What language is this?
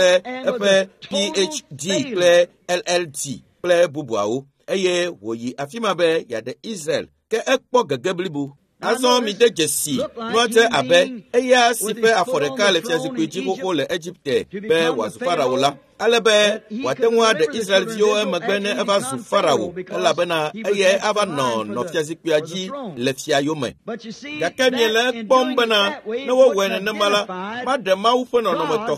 Ewe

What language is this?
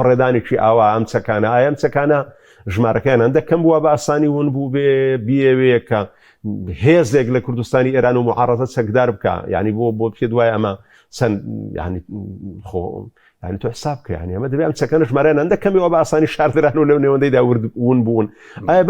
Central Kurdish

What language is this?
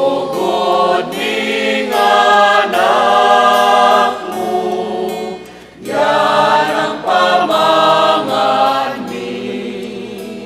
Pampanga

